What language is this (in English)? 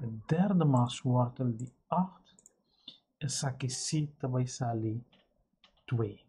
Papiamento